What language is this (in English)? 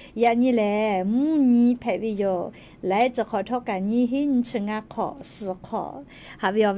Lahu